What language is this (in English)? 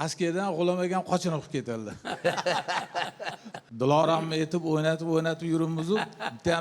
Uzbek